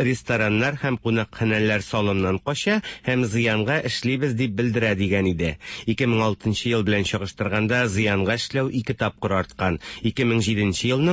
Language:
Tatar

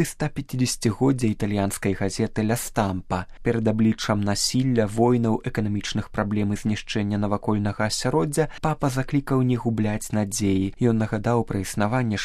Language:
Belarusian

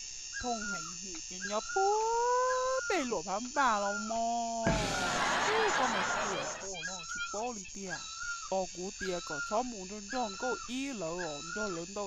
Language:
Hmong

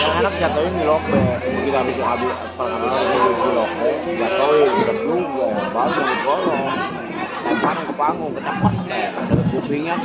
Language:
Betawi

